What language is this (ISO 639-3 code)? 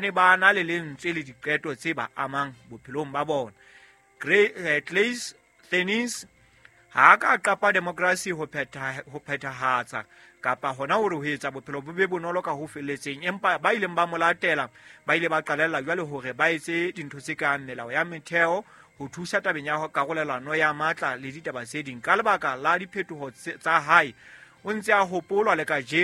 sot